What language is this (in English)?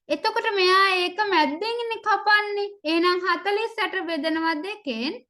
Sinhala